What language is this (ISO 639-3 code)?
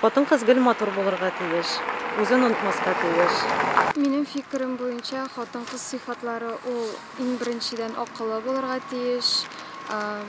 tat